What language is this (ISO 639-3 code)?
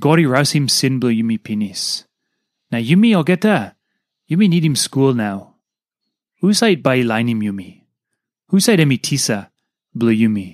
tpi